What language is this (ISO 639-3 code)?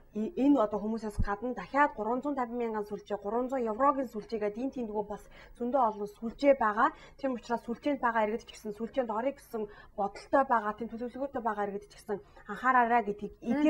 mon